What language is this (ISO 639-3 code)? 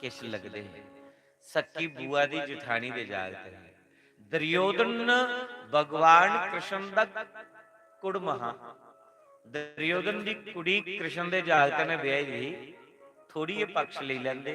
doi